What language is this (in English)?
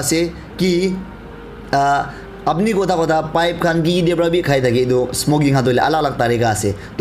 Naga Pidgin